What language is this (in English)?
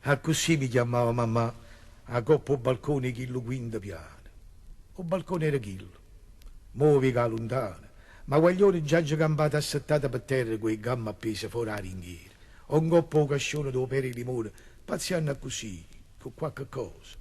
Neapolitan